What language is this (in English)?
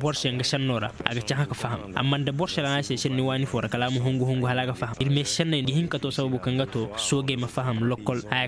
Koyraboro Senni